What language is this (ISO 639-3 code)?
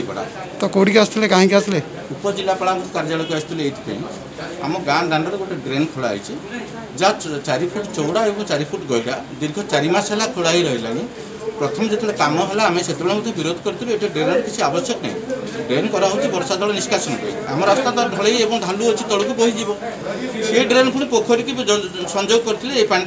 ori